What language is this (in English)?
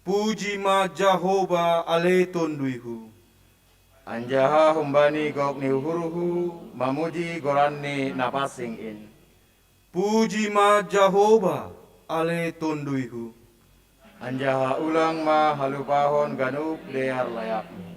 Batak Simalungun